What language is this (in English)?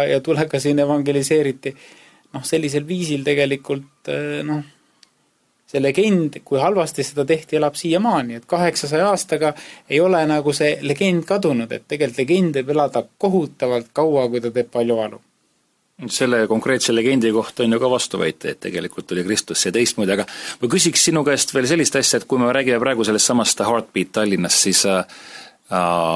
Estonian